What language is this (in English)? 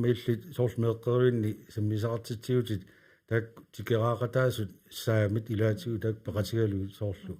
Kalaallisut